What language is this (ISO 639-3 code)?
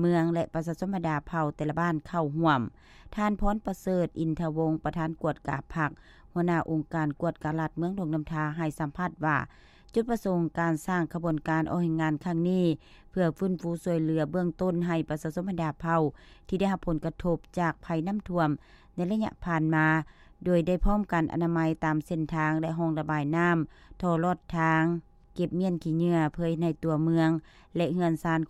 lao